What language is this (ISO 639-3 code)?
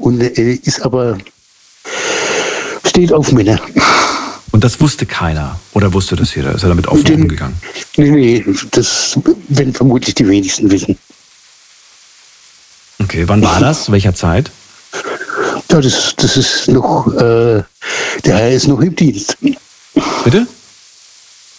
deu